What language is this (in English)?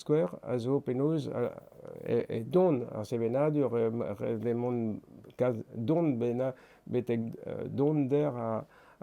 Breton